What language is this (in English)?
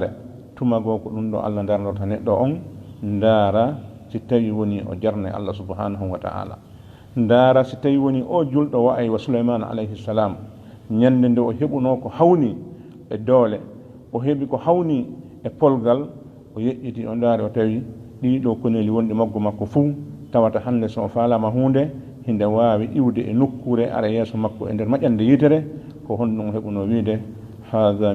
Fula